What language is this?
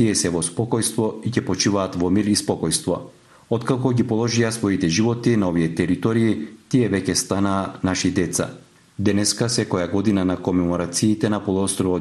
Macedonian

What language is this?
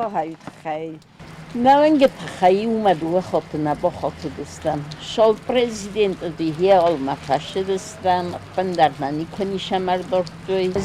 Ossetic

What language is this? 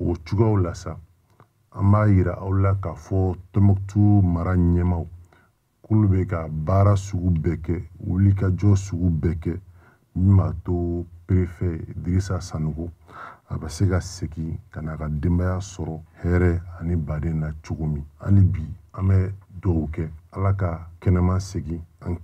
Bambara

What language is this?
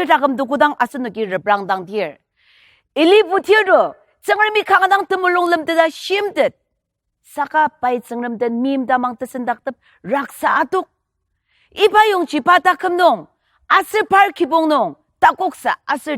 Ao Naga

